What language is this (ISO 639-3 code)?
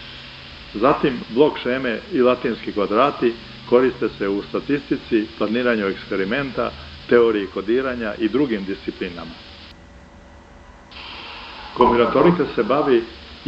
srp